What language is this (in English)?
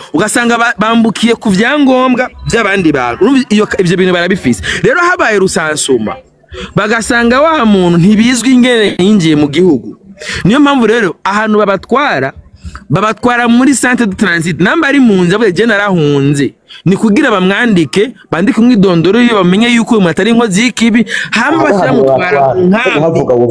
Rundi